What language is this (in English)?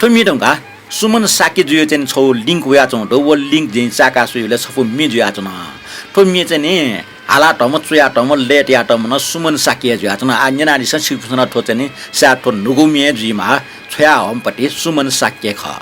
Newari